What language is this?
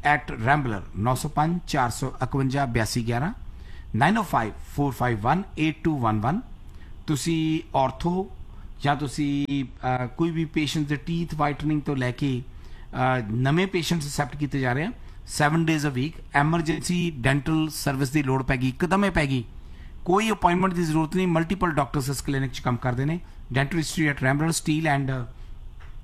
Punjabi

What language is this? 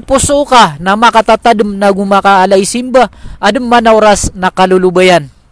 Maranao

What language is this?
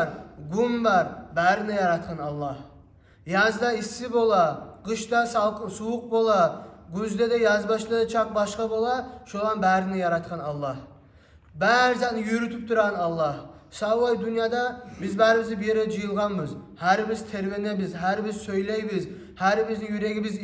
Kumyk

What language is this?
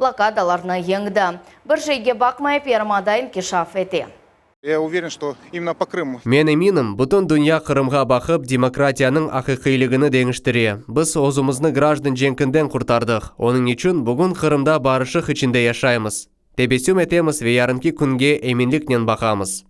Crimean Tatar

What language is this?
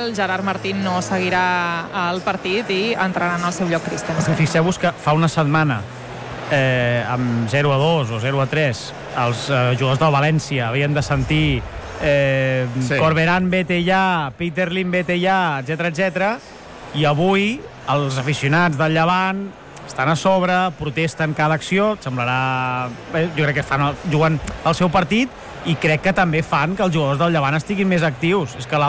Catalan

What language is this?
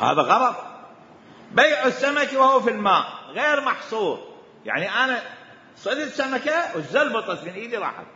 Mesopotamian Arabic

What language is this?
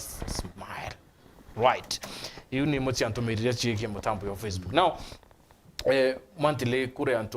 Meru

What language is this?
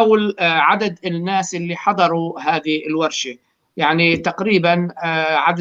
North Levantine Arabic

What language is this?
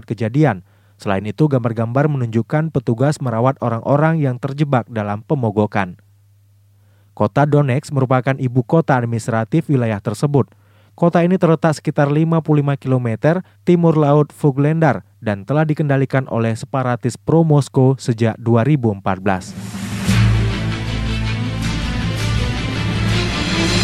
Indonesian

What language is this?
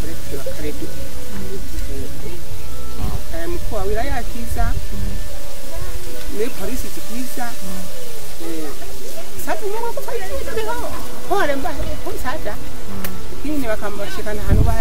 Swahili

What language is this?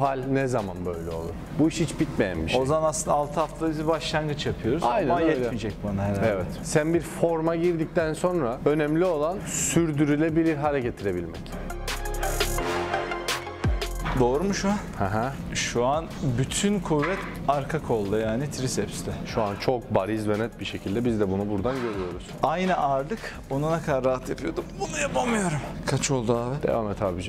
Turkish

